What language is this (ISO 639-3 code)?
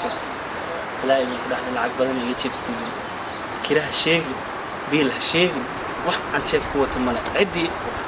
som